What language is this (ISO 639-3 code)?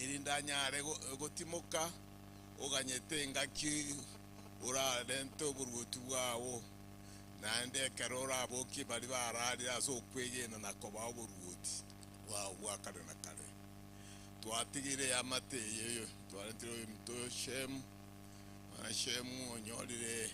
guz